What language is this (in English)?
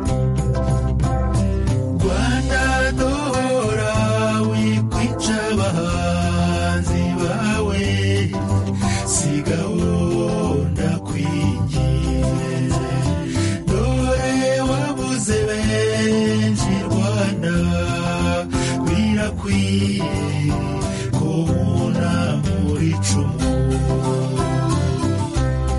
Kinyarwanda